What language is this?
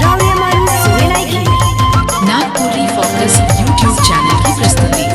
Sadri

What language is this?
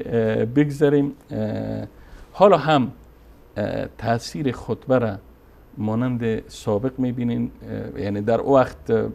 Persian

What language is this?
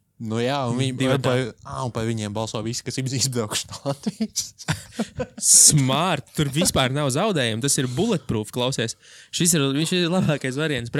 Latvian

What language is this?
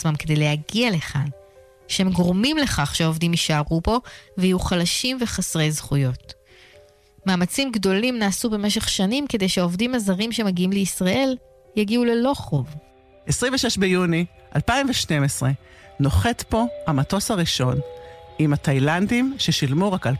Hebrew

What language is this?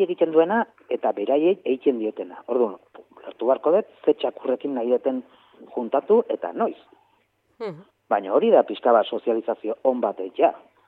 Basque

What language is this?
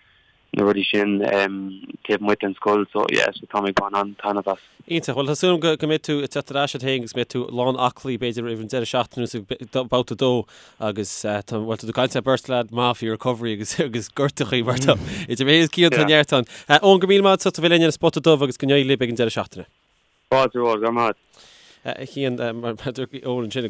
Irish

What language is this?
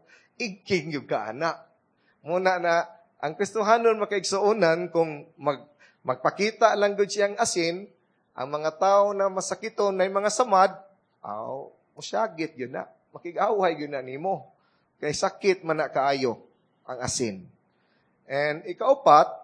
Cebuano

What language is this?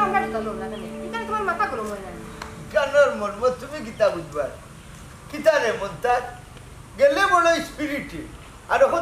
Sylheti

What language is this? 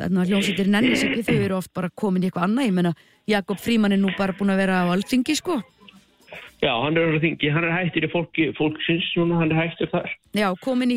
Icelandic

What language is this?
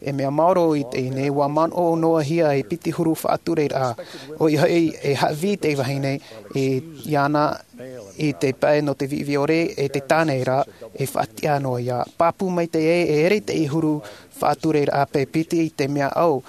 Tahitian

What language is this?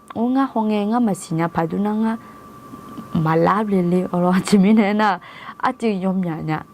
Akha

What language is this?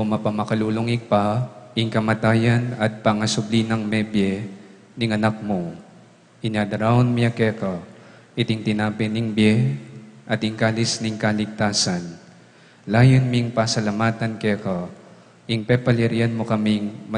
Pampanga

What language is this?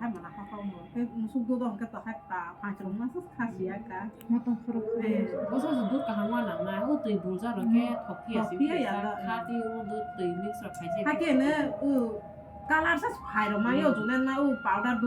Kok Borok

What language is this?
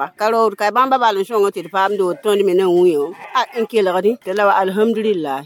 Mossi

